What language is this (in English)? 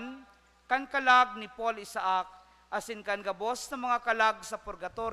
Bikol